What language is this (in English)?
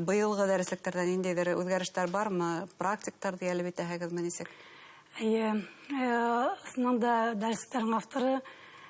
Bashkir